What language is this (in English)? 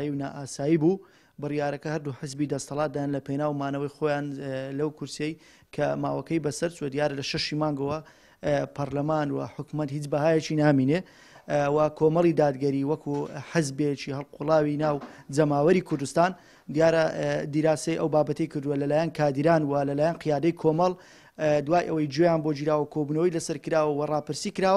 Central Kurdish